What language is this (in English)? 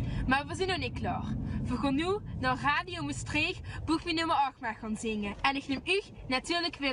Limburgish